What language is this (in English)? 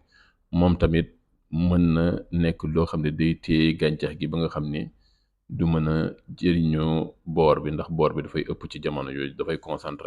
Wolof